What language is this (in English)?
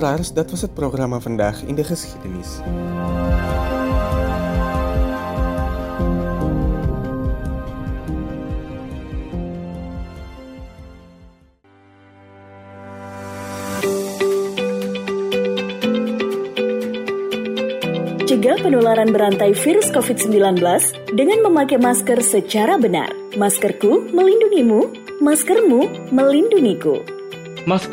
Indonesian